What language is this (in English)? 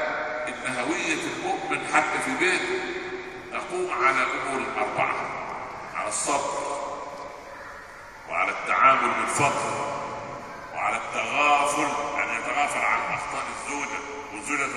Arabic